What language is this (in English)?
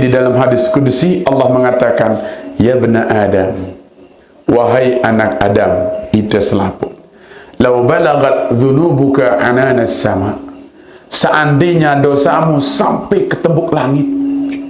Sasak